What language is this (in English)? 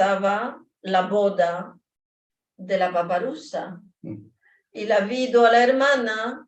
Ladino